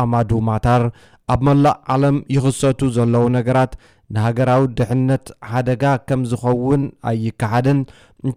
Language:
Tigrinya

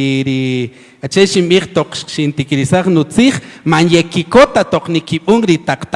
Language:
Kaqchikel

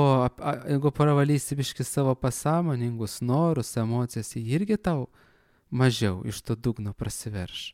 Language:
Lithuanian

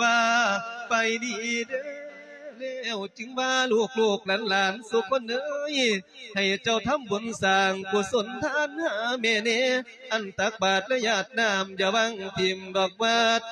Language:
Lao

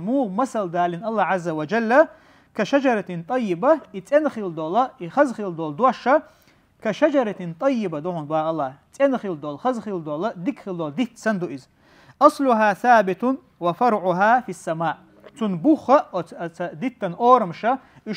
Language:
Chechen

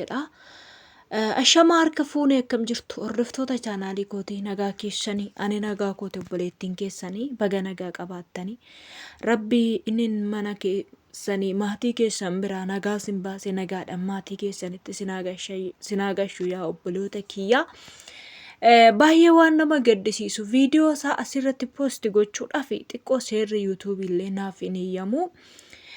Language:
Oromo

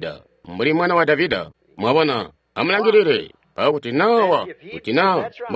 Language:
Tonga (Zambia)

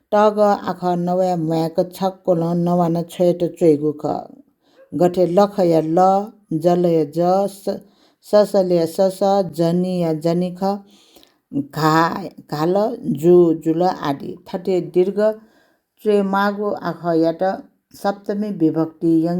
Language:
Newari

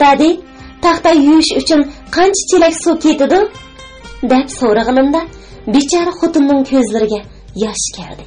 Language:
Uyghur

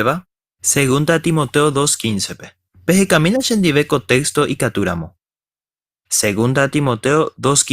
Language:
Guarani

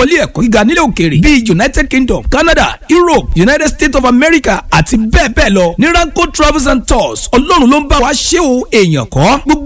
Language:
Yoruba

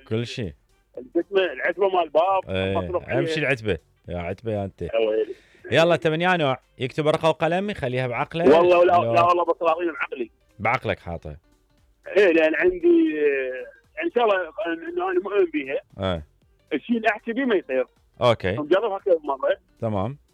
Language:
Mesopotamian Arabic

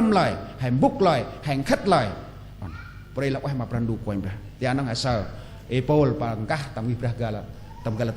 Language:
Central Mnong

